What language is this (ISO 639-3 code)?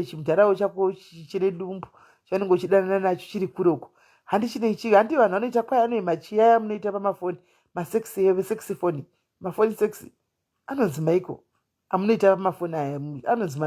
sna